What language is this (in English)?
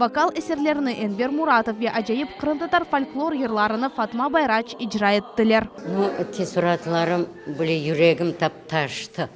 Crimean Tatar